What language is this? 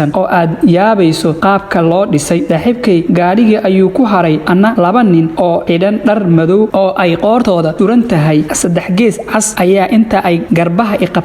Somali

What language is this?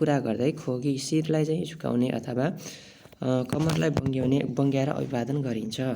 Nepali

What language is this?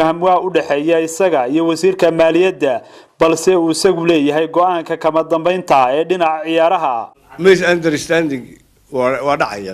Somali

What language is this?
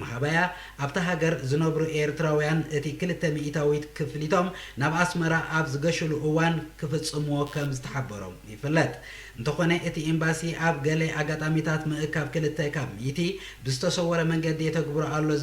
Tigrinya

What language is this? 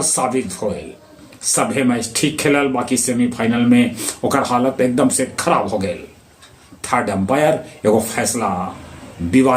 Magahi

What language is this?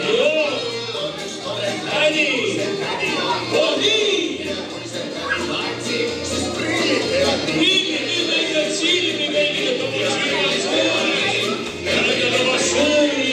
Estonian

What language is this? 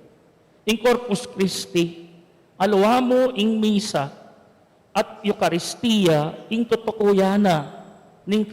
Pampanga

